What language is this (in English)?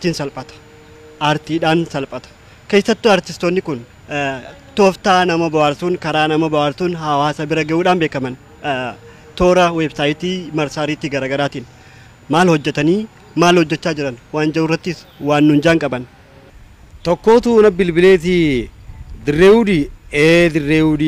Oromo